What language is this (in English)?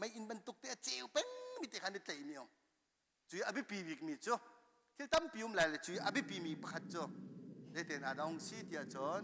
Hakha Chin